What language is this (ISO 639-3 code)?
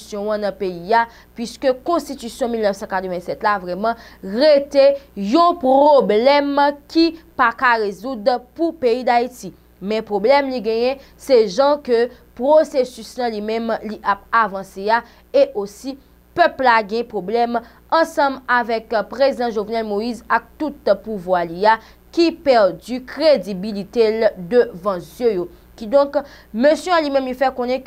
hat